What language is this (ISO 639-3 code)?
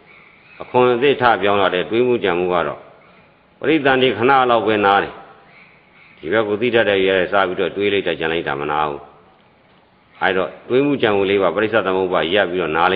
mya